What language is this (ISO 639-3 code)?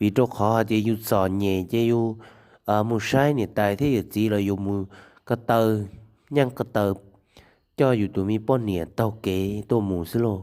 hmn